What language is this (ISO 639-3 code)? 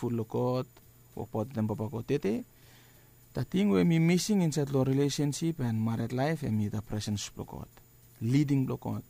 bis